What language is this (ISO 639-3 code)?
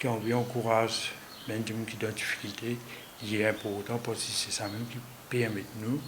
mfe